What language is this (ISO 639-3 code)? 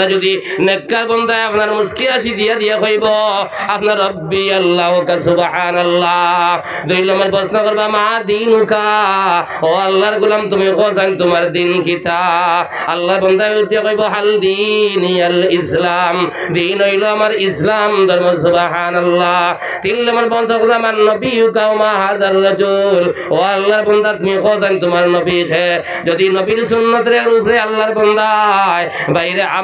syl